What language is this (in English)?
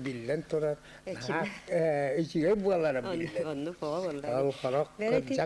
Yakut